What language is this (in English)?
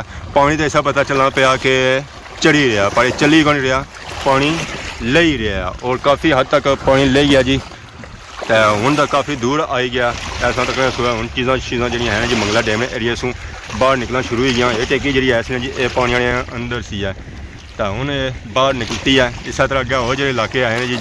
Pahari-Potwari